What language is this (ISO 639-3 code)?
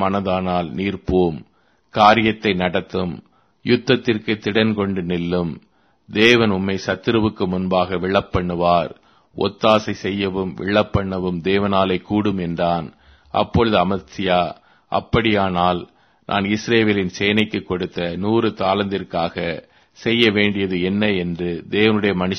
tam